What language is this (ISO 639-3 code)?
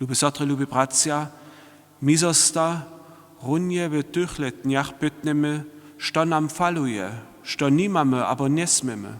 hsb